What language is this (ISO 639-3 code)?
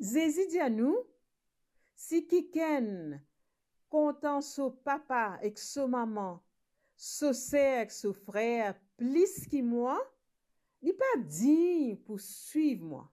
mfe